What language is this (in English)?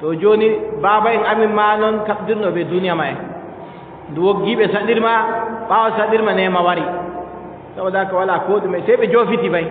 Adamawa Fulfulde